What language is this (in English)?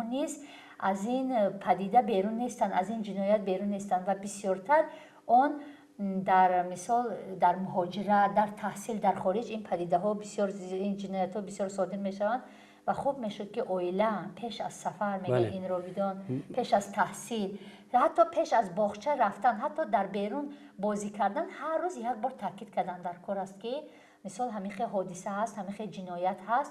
Tajik